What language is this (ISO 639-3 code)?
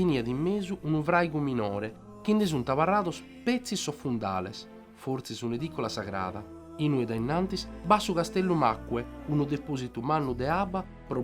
srd